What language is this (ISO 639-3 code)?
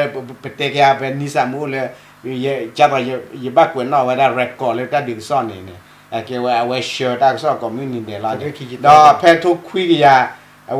ksw